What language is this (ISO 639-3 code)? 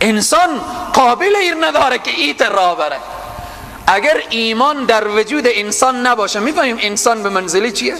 fas